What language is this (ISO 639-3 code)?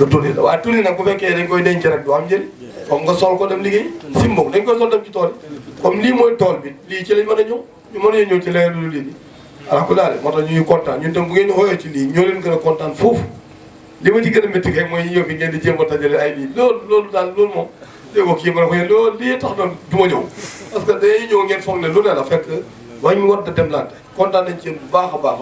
wol